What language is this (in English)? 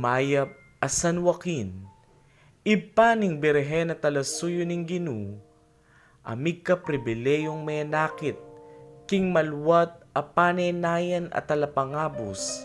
Pampanga